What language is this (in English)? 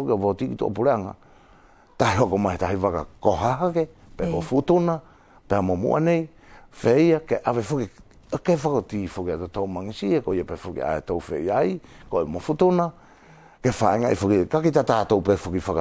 Wallisian